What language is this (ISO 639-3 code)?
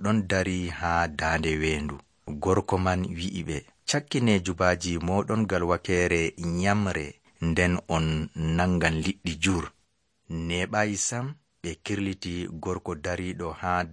fuv